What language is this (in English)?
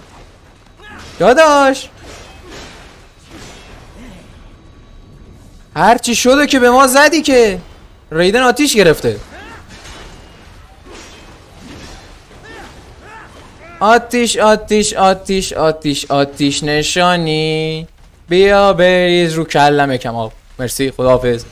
Persian